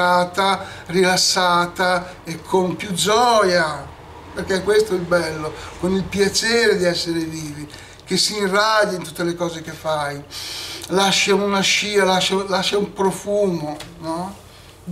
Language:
Italian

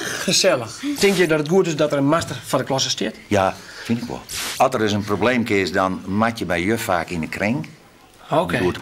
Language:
Western Frisian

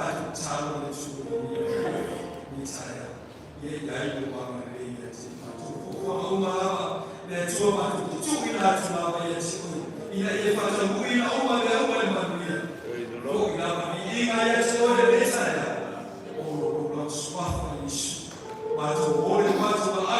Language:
Samoan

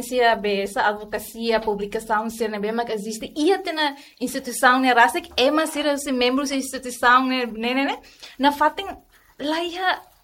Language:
Tetum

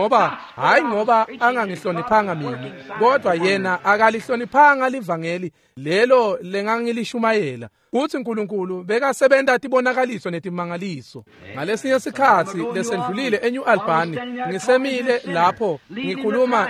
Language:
Swati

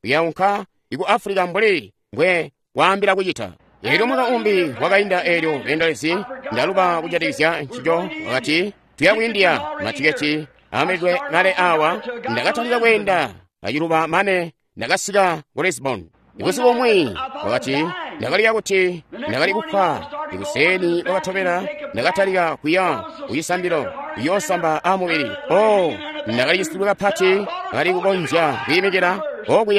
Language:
Tonga (Zambia)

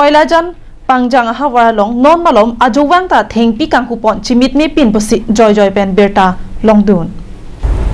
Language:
Karbi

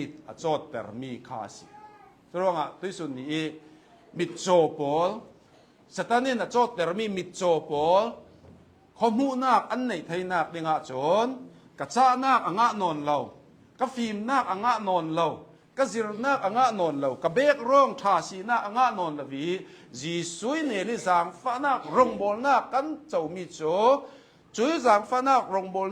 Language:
Hakha Chin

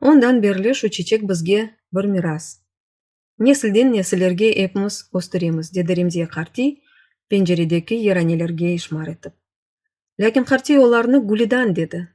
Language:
Crimean Tatar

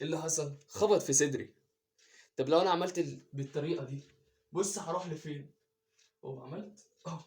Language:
Egyptian Arabic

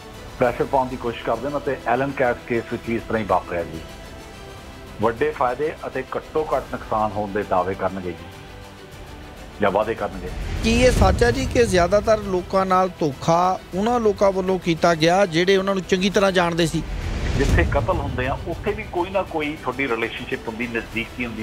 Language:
Punjabi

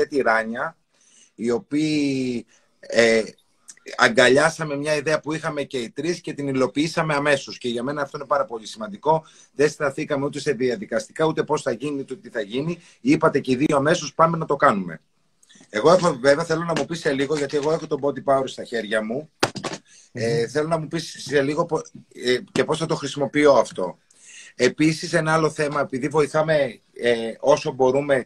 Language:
Greek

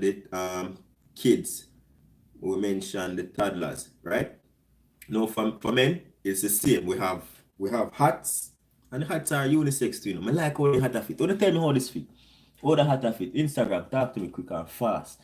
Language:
Jamaican Creole English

